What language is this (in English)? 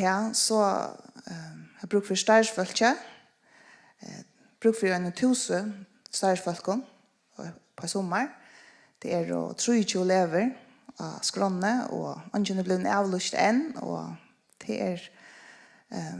Faroese